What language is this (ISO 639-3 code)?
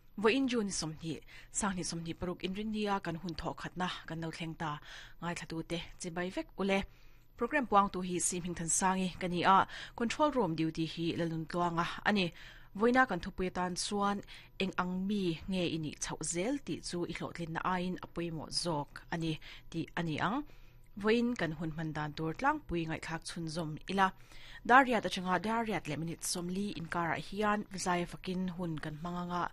lus